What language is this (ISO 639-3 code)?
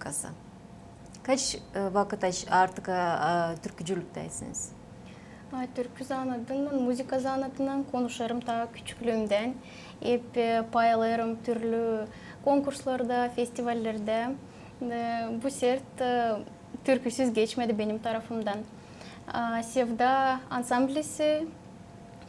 gag